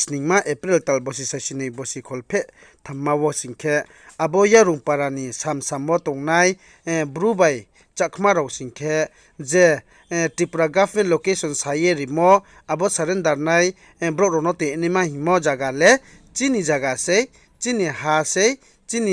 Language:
Riang (India)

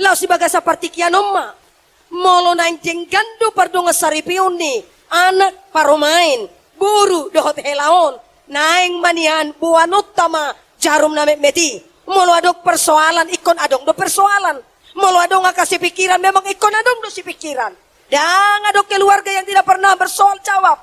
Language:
Batak Toba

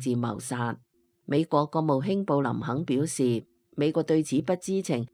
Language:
Cantonese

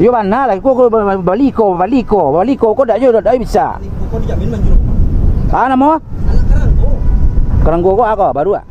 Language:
Minangkabau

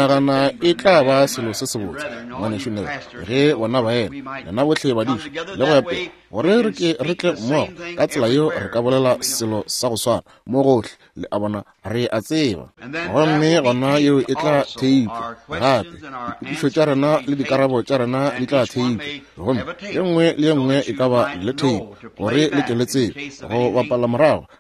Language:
Northern Sotho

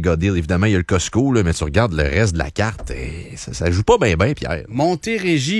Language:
French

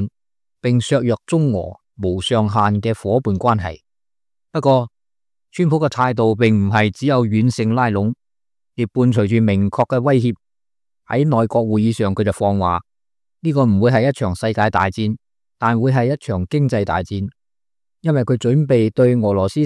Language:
Cantonese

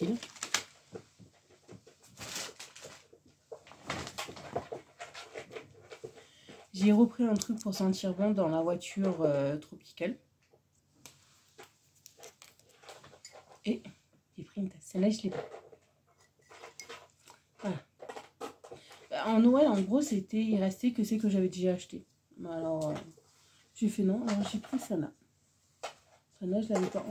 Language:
French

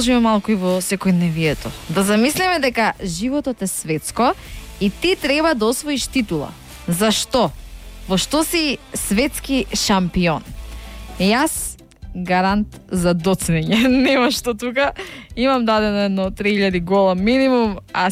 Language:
Macedonian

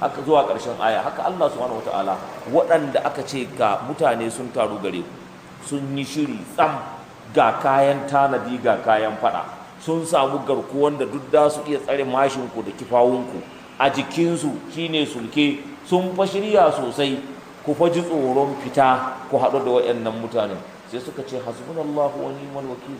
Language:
Hausa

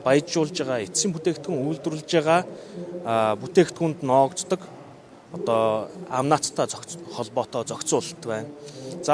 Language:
Mongolian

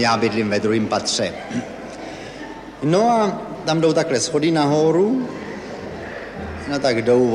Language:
Czech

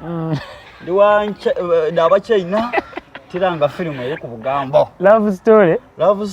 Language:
Soga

